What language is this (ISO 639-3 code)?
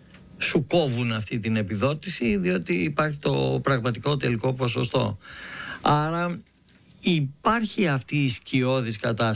ell